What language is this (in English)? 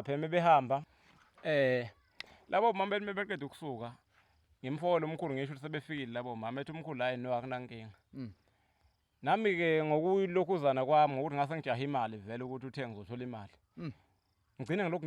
Zulu